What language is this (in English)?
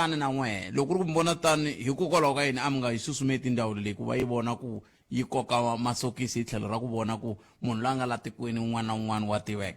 Tsonga